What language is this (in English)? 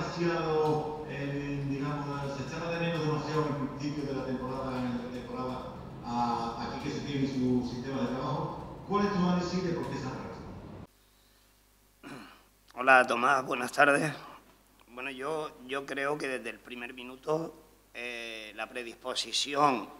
Spanish